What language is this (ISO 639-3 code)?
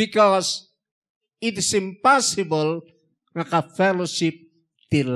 ilo